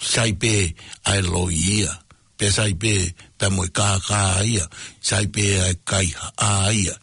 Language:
Tongan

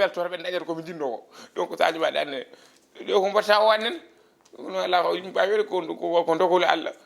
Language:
Fula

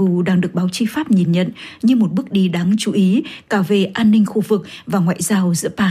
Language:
Vietnamese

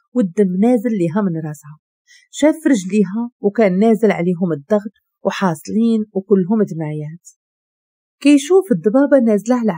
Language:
Moroccan Arabic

